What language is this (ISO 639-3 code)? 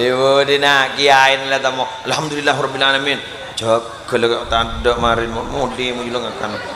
mad